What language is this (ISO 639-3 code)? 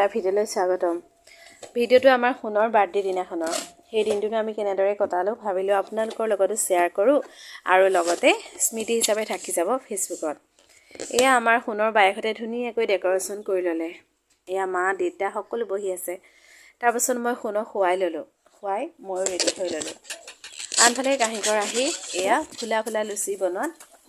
asm